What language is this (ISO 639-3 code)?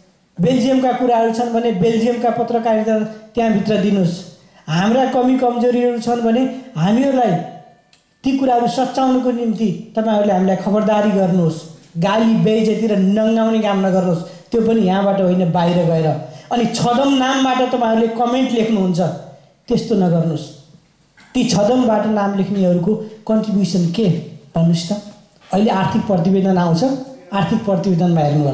nep